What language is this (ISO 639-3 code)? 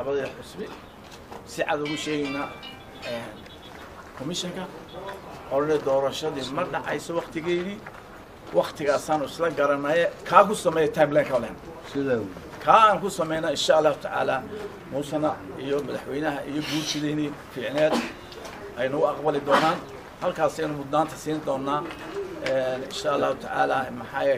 som